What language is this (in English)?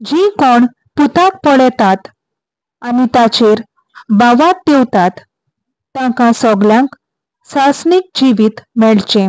Konkani